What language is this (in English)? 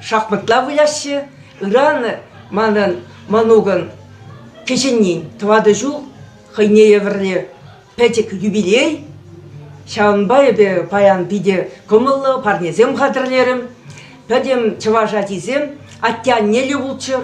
Chuvash